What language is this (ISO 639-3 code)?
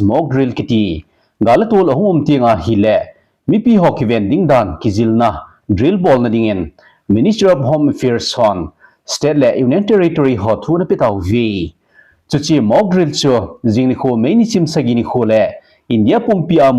tcz